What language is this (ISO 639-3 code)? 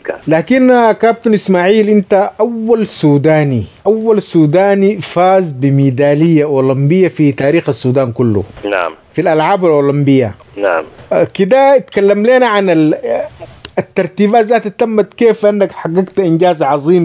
apd